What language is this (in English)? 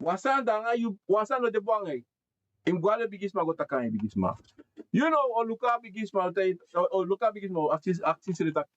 Sranan Tongo